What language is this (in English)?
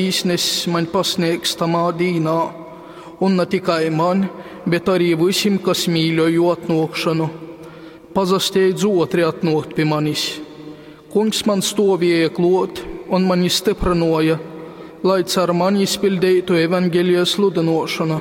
Latgalian